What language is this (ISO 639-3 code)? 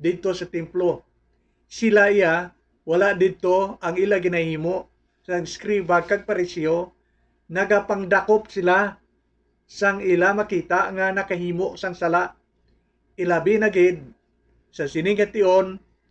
hil